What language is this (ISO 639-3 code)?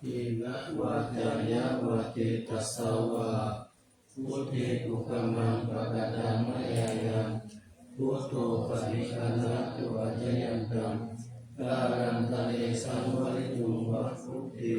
pli